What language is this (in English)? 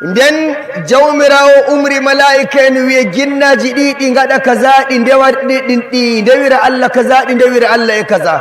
Fula